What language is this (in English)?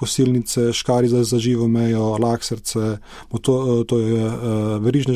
Slovenian